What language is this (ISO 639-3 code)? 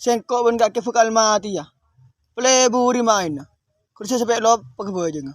mad